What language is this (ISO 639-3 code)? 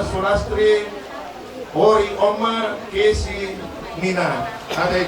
bbc